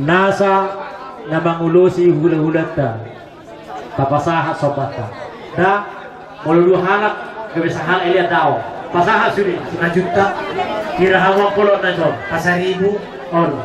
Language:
Batak Toba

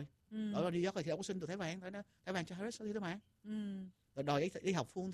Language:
Vietnamese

